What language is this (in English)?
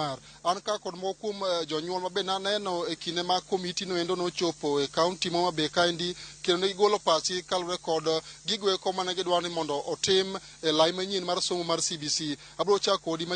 Luo (Kenya and Tanzania)